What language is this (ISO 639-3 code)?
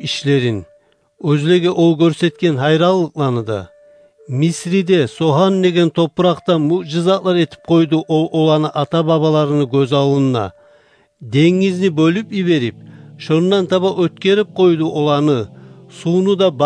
kum